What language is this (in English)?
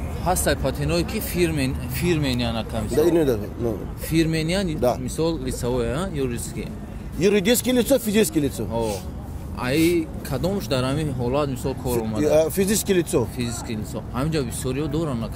Tajik